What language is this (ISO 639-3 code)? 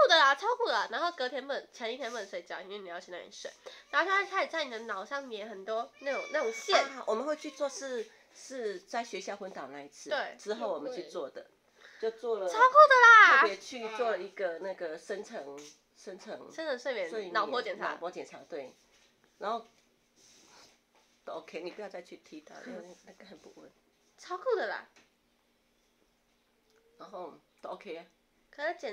zho